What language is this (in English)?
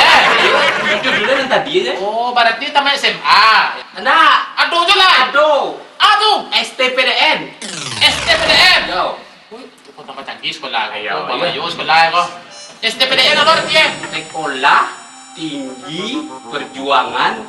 Minangkabau